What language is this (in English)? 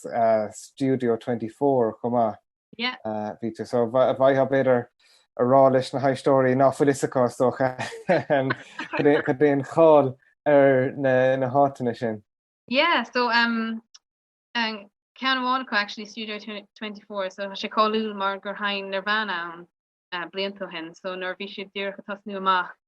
Irish